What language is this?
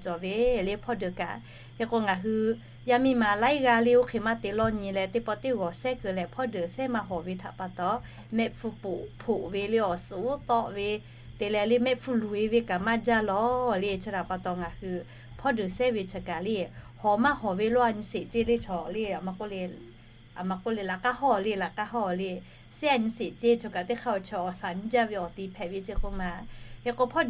Lahu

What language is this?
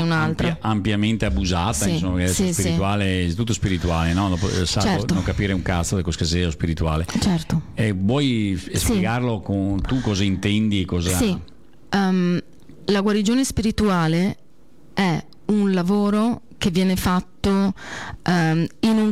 Italian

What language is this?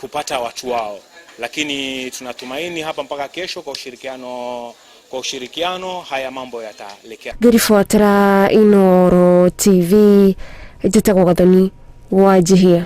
Kikuyu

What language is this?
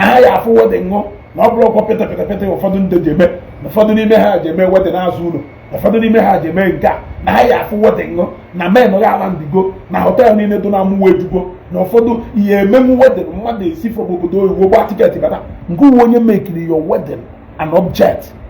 Igbo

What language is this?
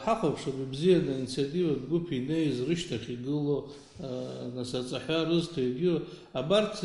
Abkhazian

